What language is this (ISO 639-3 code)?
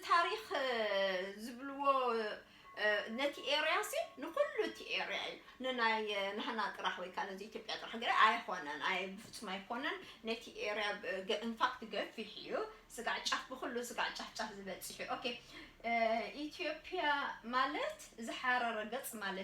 tir